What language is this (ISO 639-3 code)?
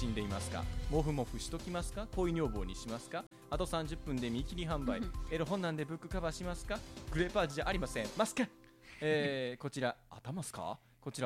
jpn